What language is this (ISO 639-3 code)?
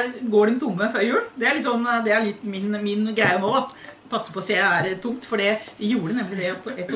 nor